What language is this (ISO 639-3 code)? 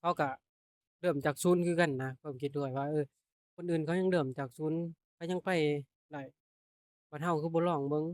tts